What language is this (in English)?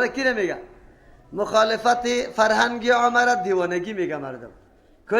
Persian